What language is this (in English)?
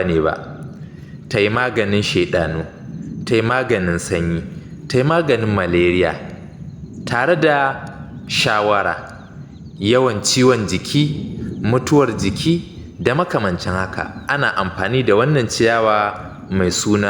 Hausa